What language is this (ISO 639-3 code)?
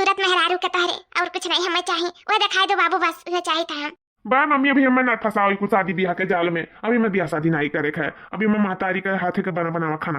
awa